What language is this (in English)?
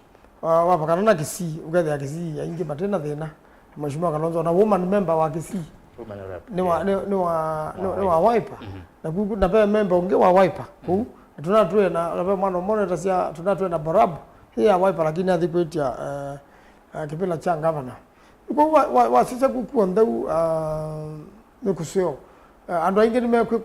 Kamba